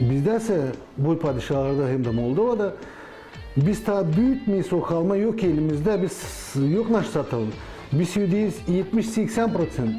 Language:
Gagauz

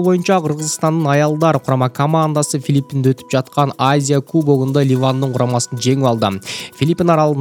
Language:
Kyrgyz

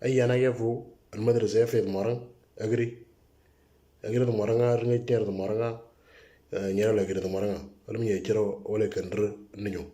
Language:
Moro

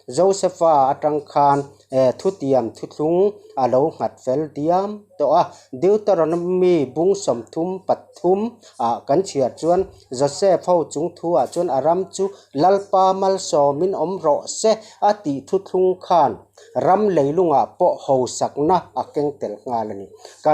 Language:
Mizo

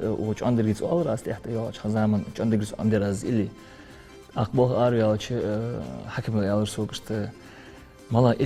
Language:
Ingush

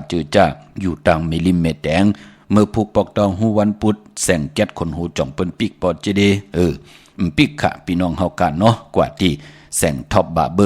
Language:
Shan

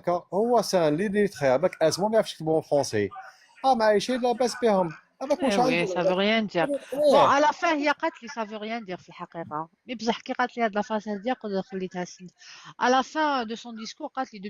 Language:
Algerian Arabic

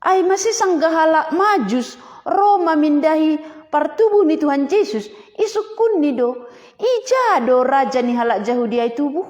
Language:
Batak Simalungun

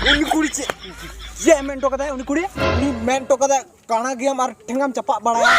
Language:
Santali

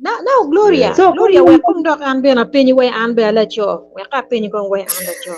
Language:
Acoli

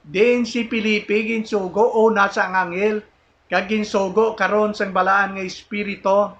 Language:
Hiligaynon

